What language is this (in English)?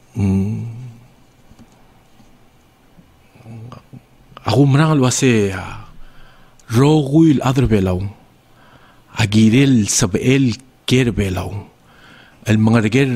Palauan